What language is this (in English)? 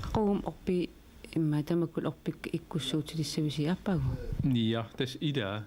Kalaallisut